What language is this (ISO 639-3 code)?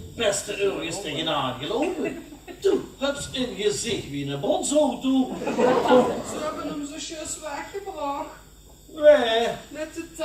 lim